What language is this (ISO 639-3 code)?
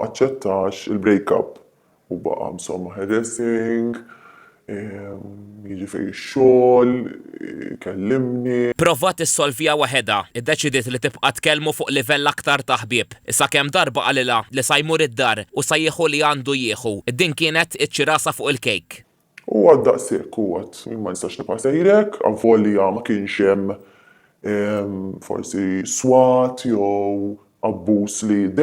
mlt